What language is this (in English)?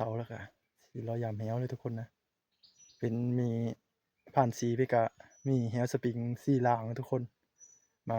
Northeastern Thai